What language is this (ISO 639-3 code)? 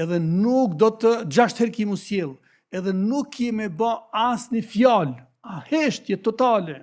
sqi